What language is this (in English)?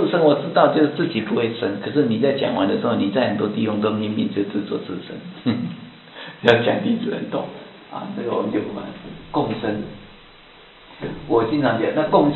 Chinese